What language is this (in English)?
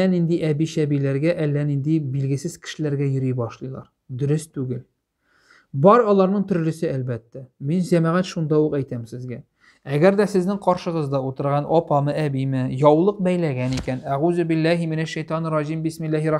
Tatar